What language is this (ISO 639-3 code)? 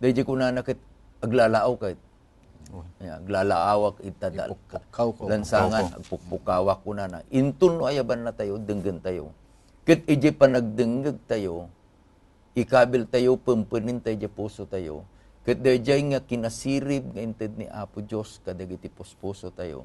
ilo